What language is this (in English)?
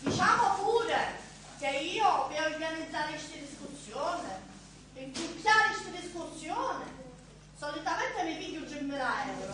Sicilian